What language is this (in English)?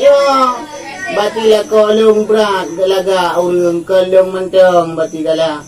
Achinese